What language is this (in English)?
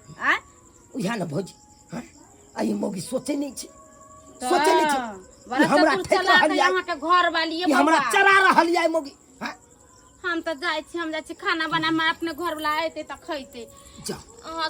Maithili